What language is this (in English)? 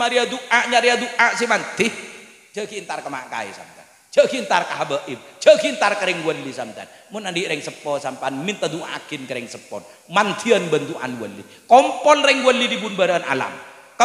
Madurese